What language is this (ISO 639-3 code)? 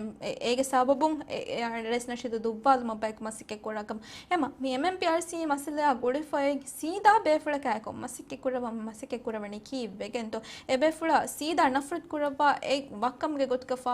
div